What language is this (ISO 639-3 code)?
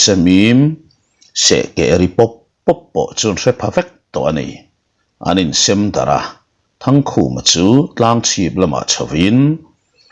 lus